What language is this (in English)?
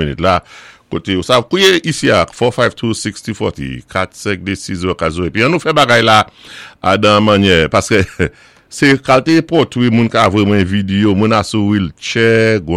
Saint Lucian Creole French